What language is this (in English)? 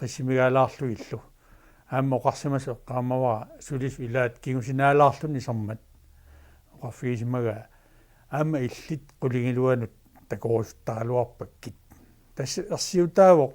Kalaallisut